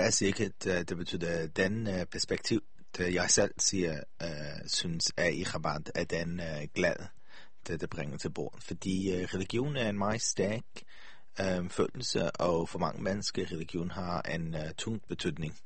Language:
Danish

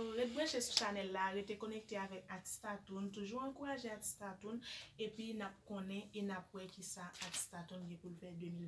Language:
Haitian Creole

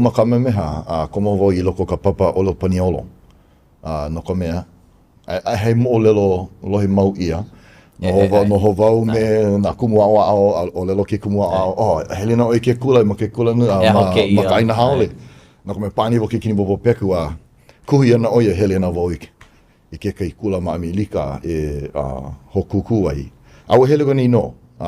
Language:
Hawaiian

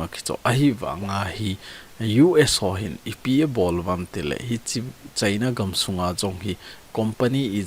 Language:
Thado Chin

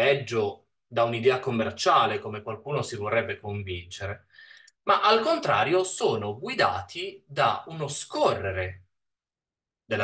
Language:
Italian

